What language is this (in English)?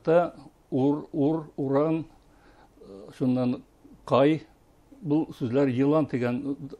Bashkir